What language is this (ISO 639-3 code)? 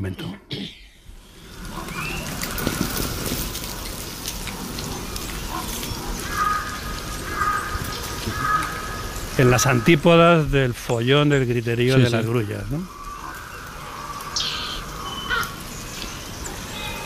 spa